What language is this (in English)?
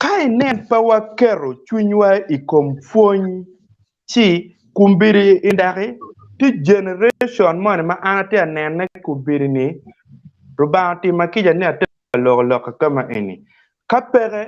Acoli